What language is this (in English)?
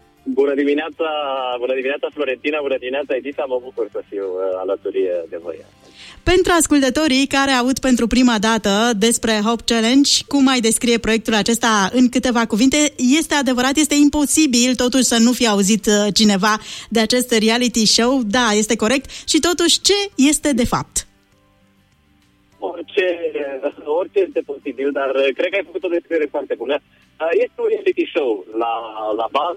Romanian